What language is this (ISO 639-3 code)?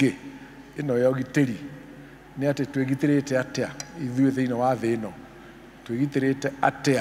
kik